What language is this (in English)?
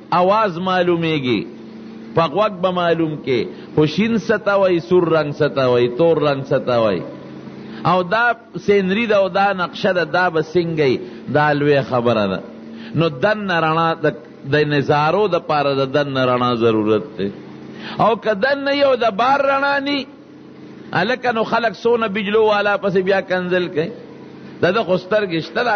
Pashto